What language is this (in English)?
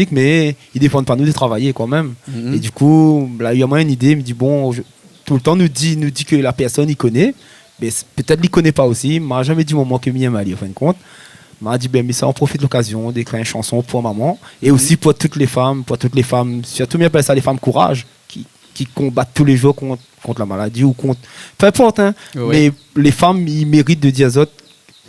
Réunion Creole French